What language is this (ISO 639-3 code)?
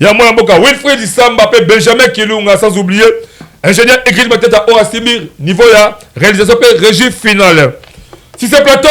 lin